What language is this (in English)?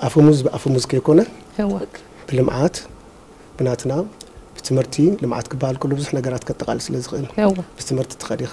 Tigrinya